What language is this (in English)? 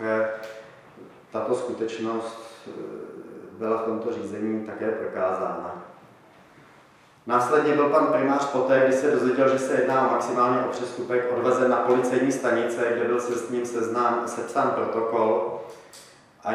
Czech